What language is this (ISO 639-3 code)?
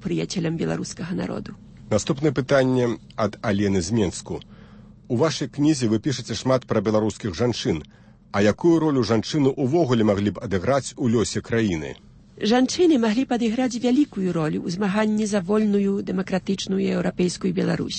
bel